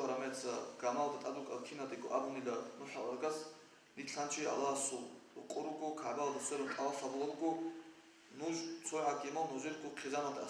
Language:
Avaric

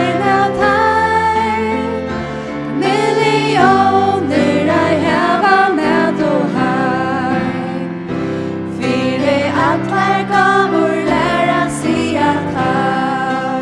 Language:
Faroese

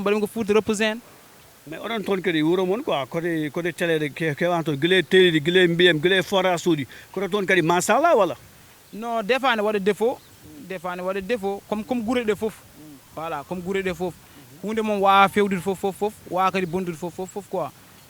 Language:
Fula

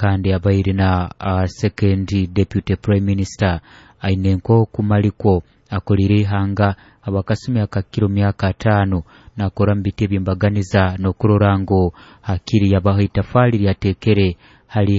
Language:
Nyoro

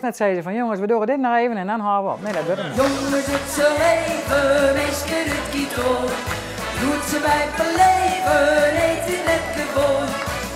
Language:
Western Frisian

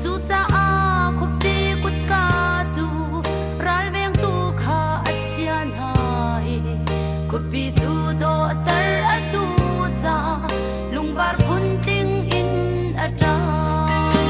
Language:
Hakha Chin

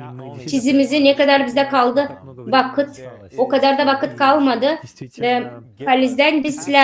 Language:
Gagauz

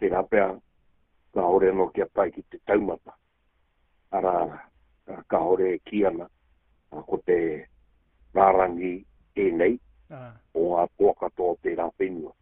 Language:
Māori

